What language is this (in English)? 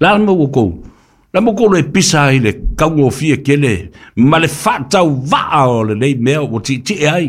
Samoan